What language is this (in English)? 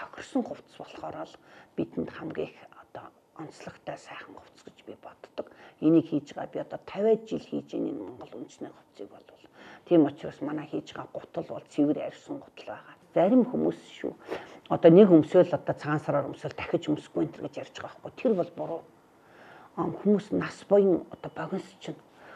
Mongolian